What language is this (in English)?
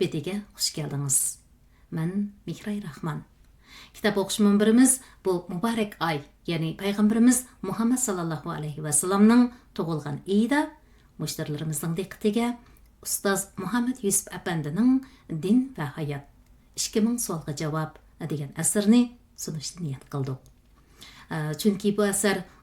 Uyghur